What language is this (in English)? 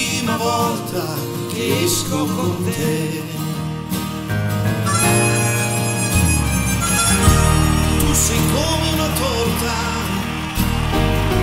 Italian